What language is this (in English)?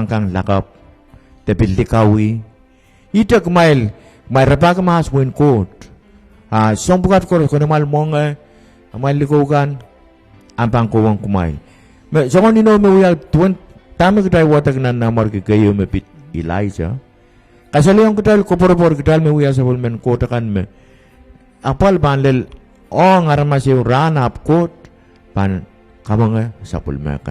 Pohnpeian